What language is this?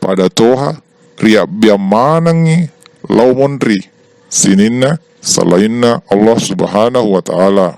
Buginese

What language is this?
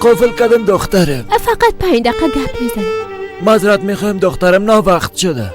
Persian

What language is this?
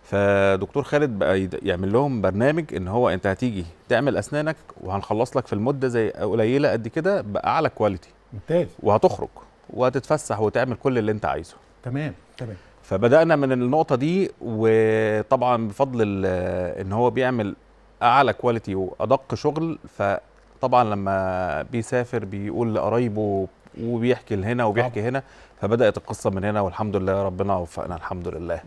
Egyptian Arabic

